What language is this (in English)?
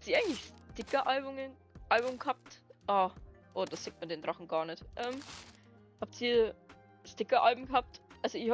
Bavarian